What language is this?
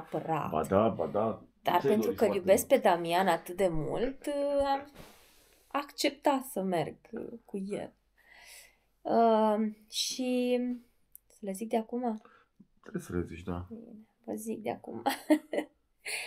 Romanian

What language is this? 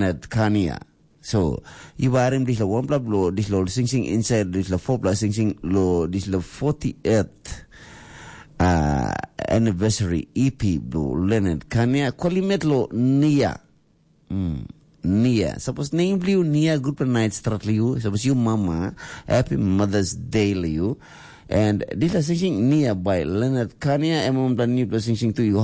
Tok Pisin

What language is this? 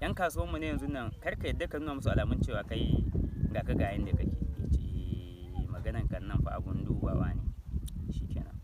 Hausa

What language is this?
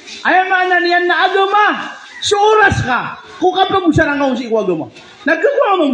Maranao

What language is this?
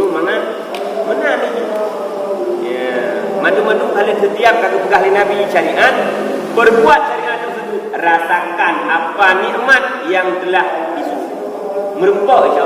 Achinese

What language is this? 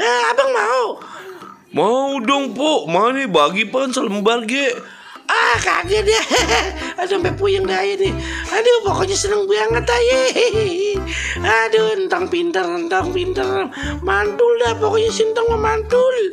Betawi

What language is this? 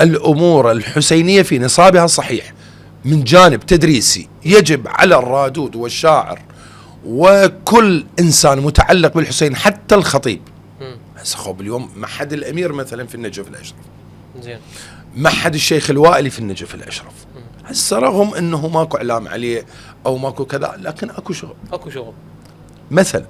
Mesopotamian Arabic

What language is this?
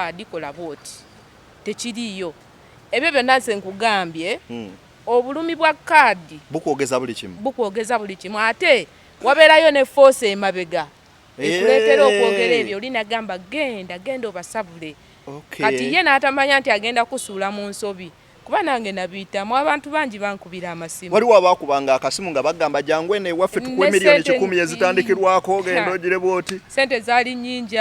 Ganda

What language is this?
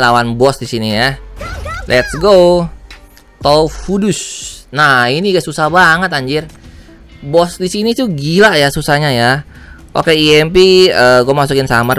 Indonesian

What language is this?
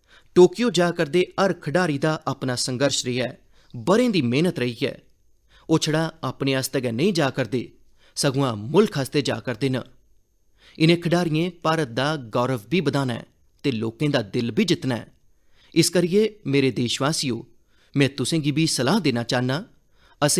Dogri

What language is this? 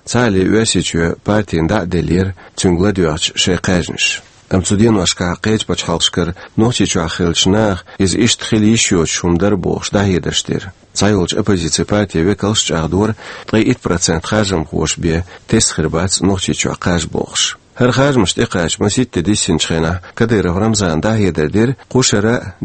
Chechen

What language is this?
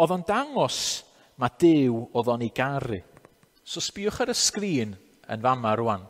Welsh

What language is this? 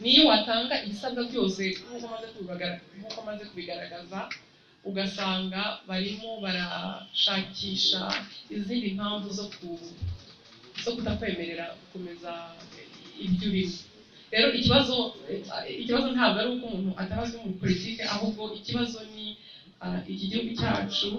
Kinyarwanda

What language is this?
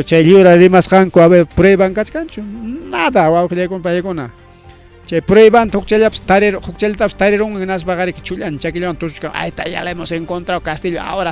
Ayacucho Quechua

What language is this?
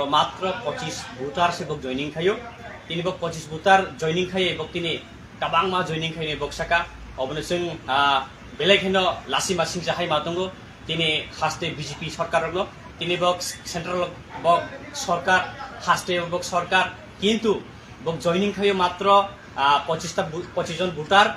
Kok Borok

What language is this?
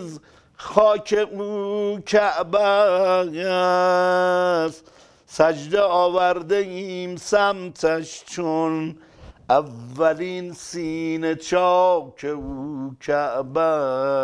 Persian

